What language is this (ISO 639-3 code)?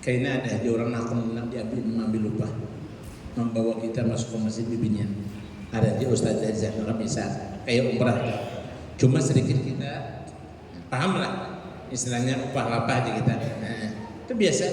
bjn